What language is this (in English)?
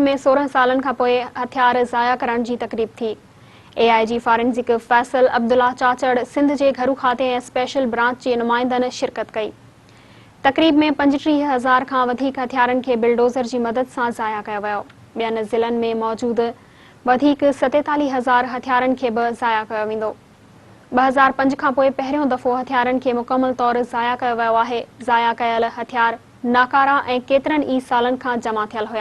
Sindhi